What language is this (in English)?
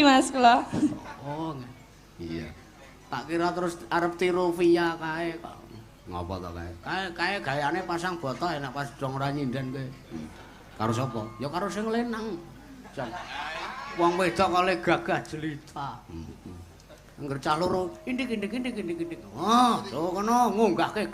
Javanese